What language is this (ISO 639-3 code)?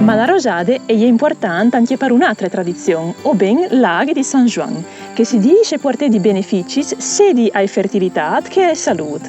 fur